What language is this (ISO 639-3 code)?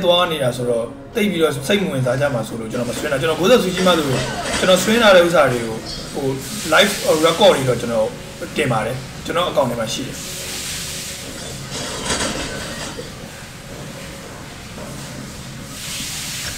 mya